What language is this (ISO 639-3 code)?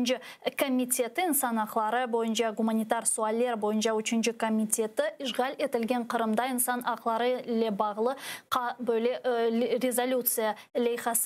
crh